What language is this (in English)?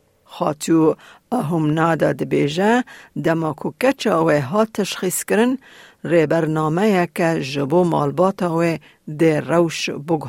Kurdish